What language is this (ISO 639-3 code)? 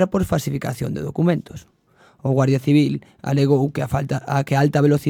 glg